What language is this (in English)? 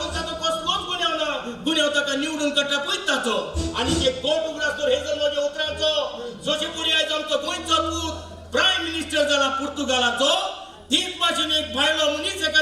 Konkani